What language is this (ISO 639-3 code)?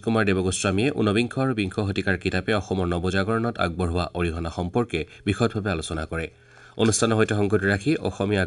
asm